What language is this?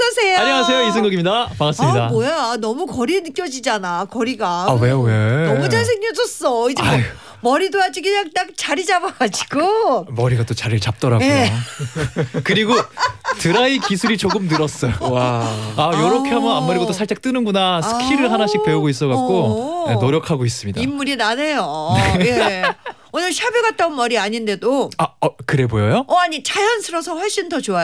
Korean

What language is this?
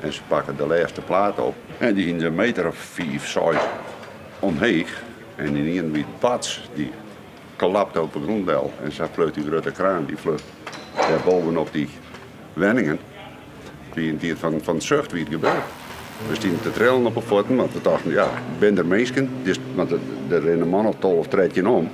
Western Frisian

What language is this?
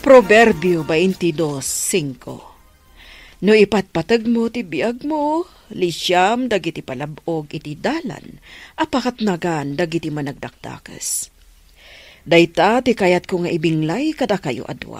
Iloko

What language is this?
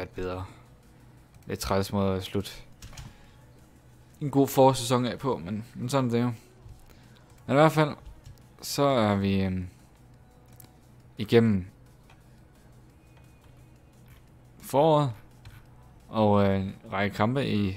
Danish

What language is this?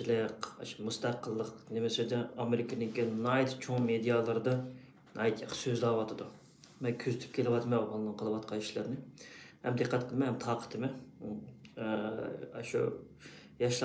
Uyghur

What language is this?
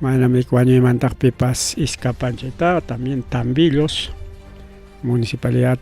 Ayacucho Quechua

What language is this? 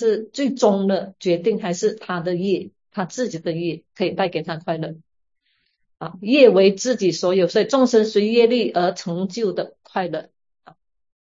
Chinese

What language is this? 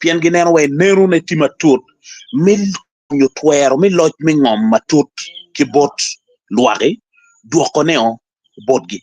Acoli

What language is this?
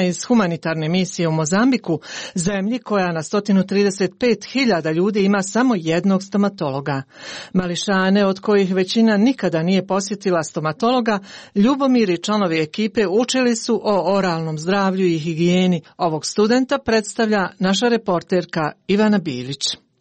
Croatian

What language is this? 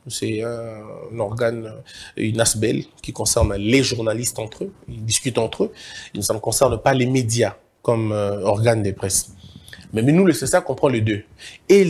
French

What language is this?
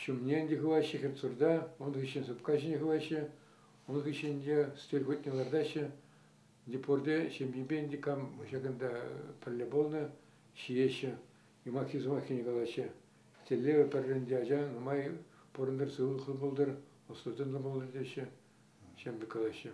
Chuvash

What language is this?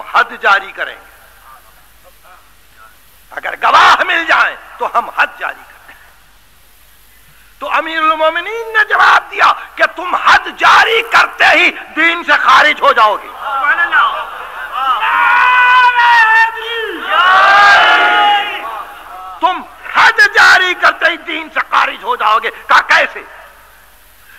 Urdu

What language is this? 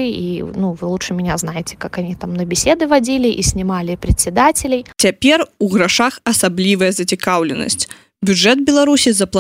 Belarusian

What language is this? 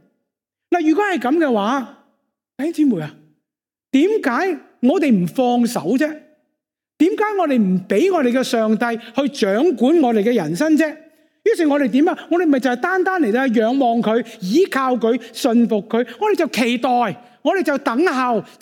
Cantonese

